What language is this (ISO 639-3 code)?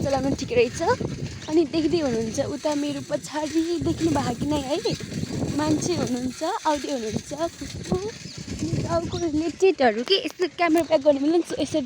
nep